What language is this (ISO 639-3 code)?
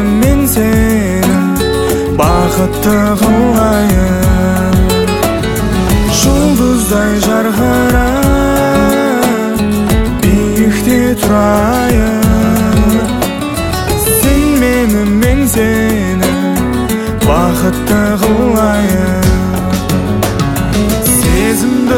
kaz